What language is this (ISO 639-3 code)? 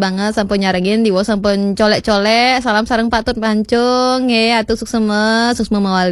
ban